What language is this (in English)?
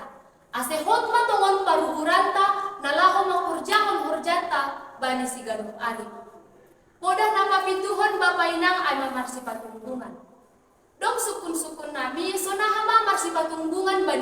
Batak Simalungun